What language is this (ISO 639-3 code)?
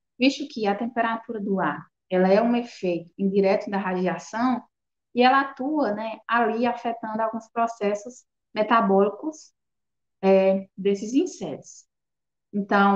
por